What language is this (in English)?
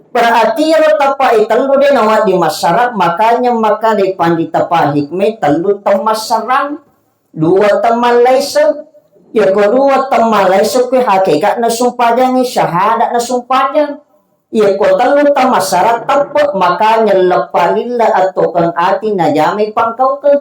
Buginese